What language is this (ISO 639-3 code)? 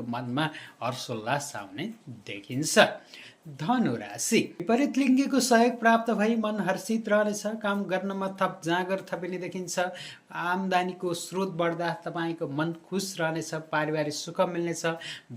nep